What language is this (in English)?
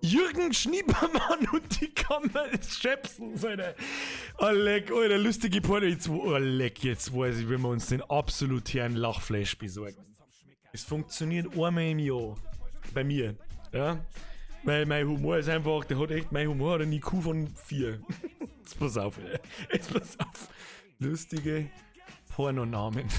Bavarian